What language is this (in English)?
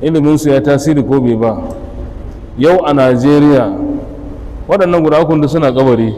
Hausa